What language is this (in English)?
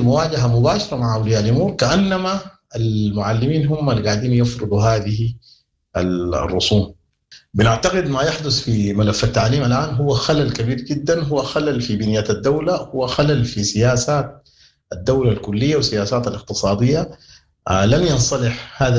Sudanese Arabic